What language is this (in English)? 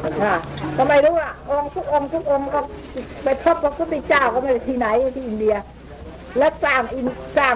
Thai